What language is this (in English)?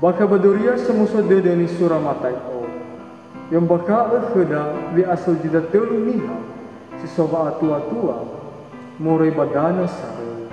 Nias